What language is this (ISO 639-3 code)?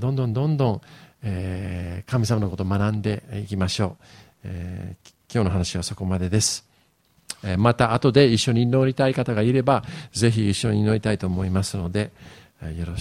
jpn